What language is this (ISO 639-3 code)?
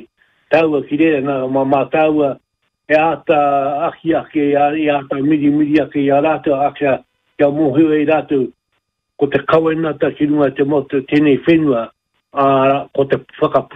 mri